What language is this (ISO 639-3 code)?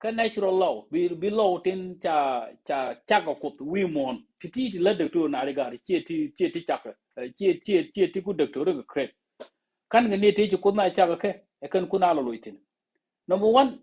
nus